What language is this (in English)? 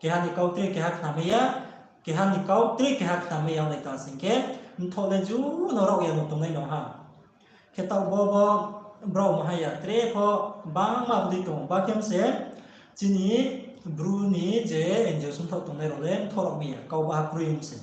Riang (India)